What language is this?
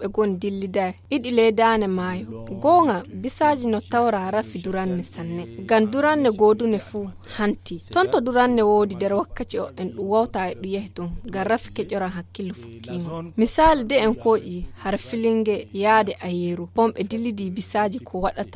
Fula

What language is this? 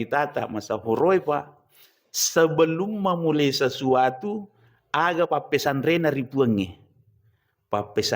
Buginese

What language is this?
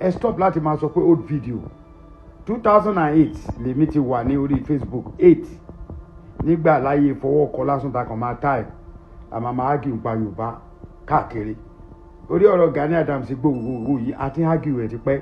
Yoruba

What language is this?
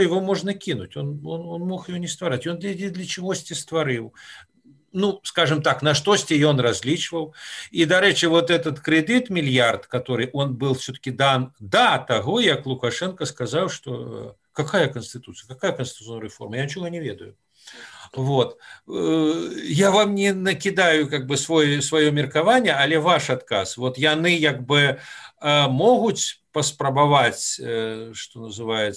Belarusian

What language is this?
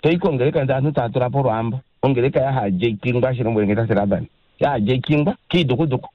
Kuanyama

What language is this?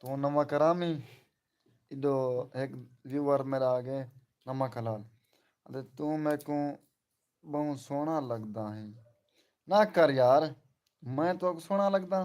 Saraiki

